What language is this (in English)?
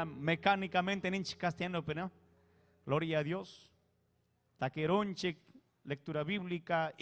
Ayacucho Quechua